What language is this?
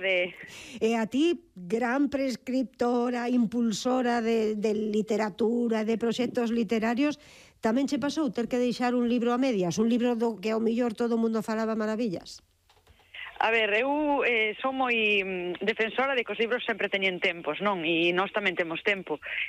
Galician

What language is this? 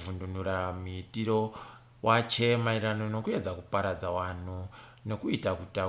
Ndau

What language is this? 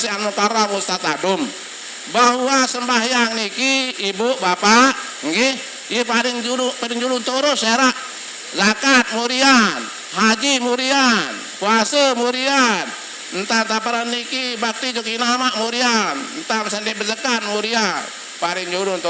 Sasak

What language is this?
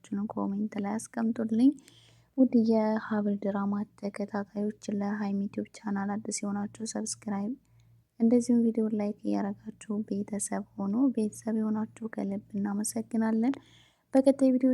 Amharic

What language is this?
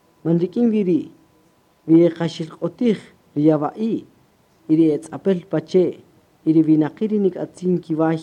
Kaqchikel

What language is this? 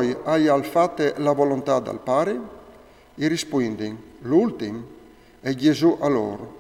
Friulian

